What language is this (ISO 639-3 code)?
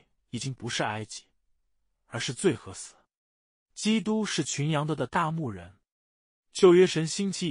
zho